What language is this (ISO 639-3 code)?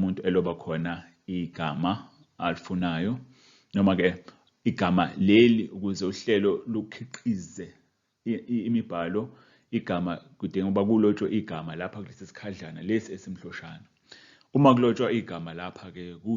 zul